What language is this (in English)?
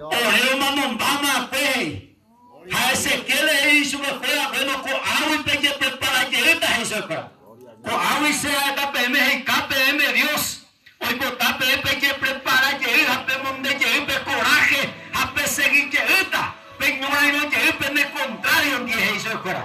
Guarani